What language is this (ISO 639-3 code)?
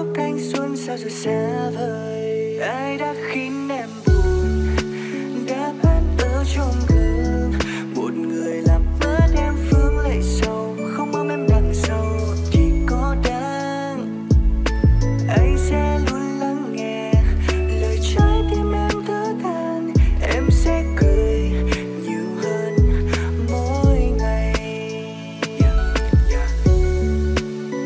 vie